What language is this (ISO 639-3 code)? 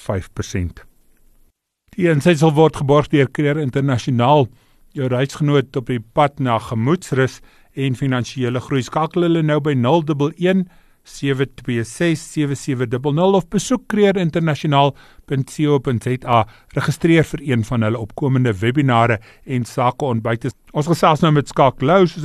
afr